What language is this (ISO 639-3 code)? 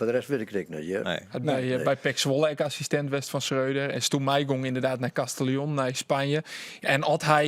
fry